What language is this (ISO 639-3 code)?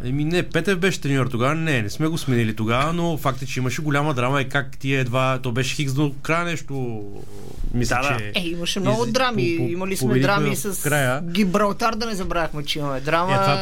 bul